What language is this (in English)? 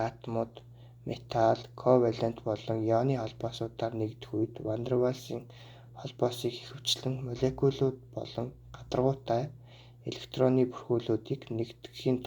Mongolian